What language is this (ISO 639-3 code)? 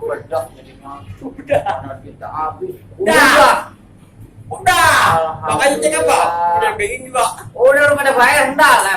bew